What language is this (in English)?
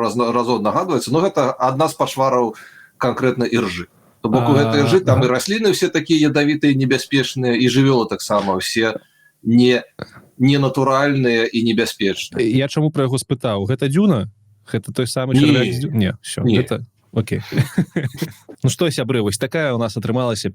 Belarusian